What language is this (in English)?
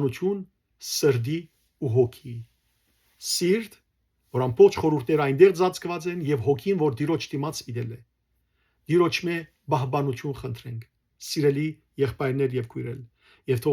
Western Armenian